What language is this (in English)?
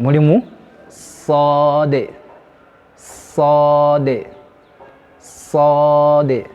Ganda